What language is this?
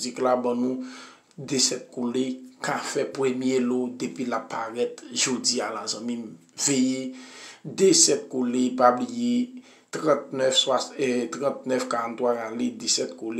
Haitian Creole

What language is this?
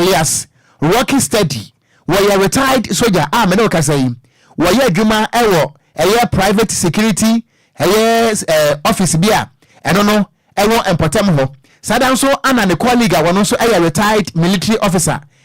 Akan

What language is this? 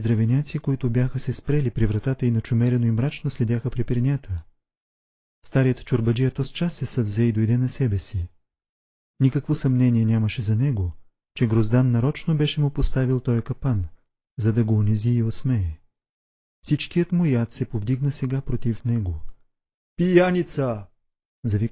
Bulgarian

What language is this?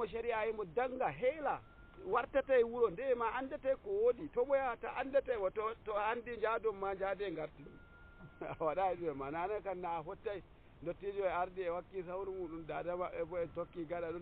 Nigerian Fulfulde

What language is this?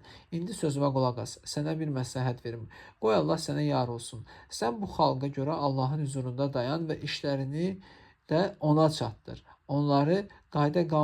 Azerbaijani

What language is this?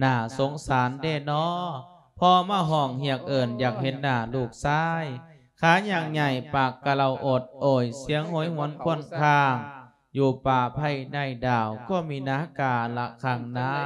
Lao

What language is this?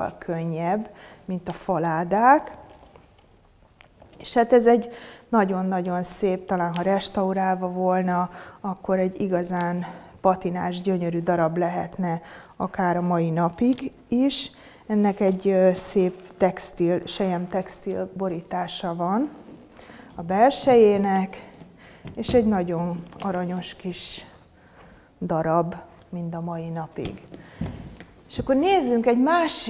Hungarian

